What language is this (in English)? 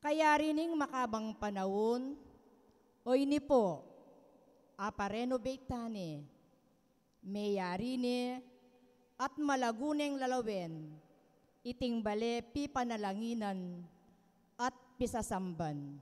Pampanga